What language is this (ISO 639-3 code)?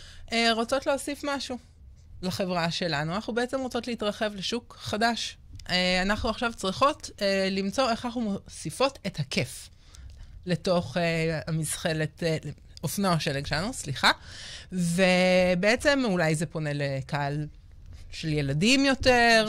heb